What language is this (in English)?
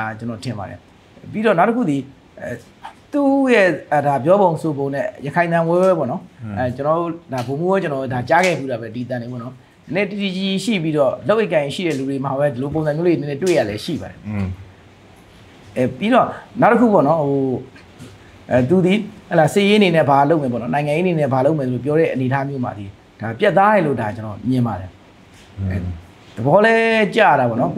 Burmese